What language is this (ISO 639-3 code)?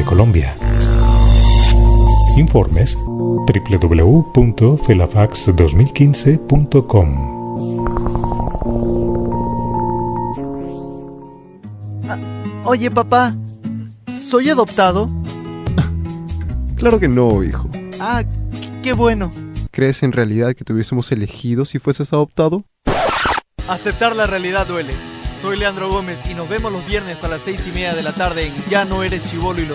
spa